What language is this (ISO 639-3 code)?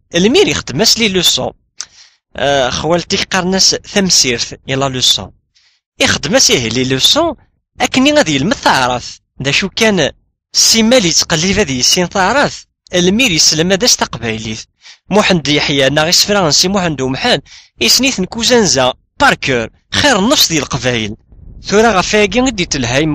kab